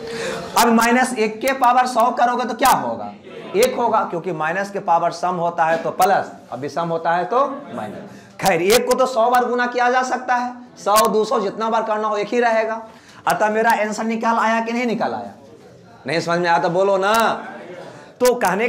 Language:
Hindi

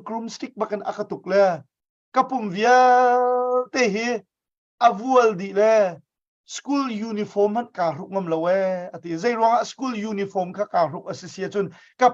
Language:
Hakha Chin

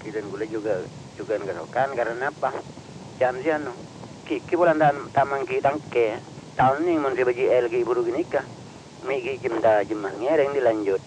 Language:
Madurese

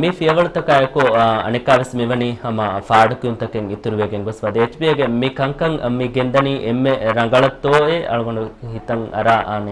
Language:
Divehi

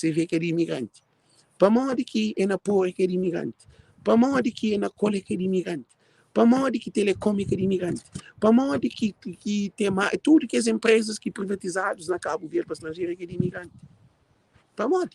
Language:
Kabuverdianu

